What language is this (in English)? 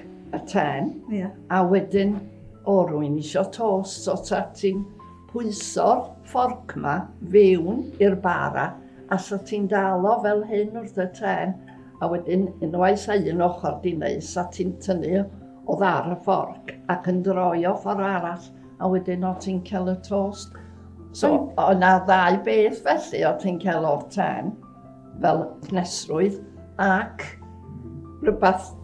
Welsh